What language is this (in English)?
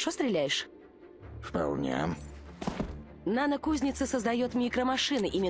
Russian